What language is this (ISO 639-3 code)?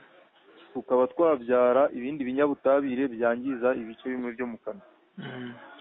kin